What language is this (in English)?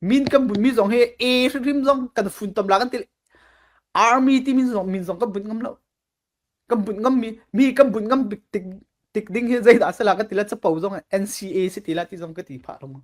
Falam Chin